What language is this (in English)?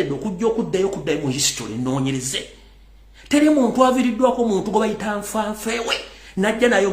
Ganda